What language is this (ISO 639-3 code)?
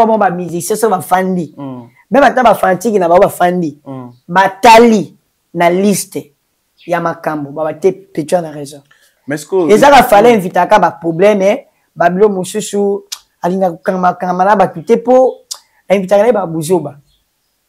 lin